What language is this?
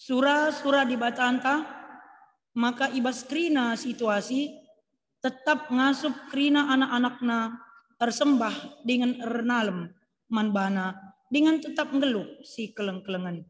Batak Karo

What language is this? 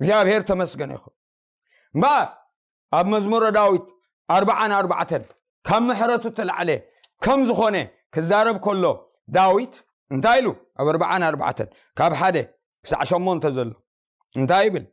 Tigrinya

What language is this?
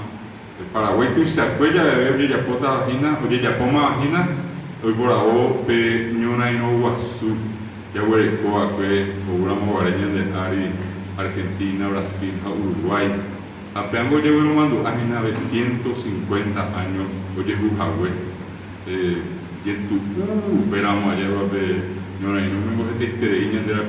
Guarani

